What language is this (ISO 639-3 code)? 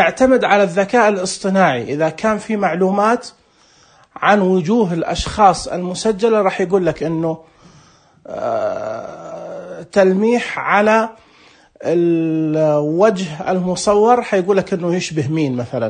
ars